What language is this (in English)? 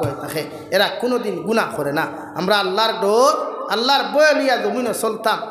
Sylheti